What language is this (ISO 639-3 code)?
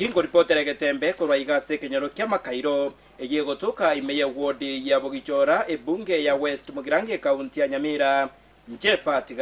guz